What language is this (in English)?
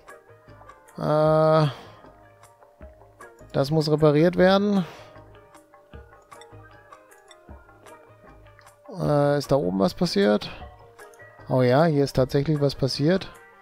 German